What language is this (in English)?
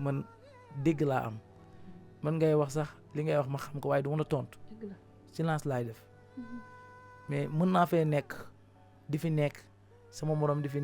Wolof